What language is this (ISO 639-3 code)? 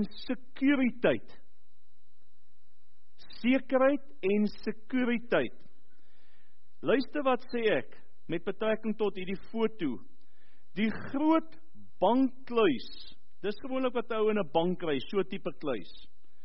afr